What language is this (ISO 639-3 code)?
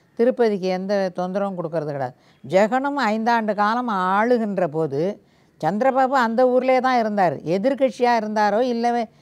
tam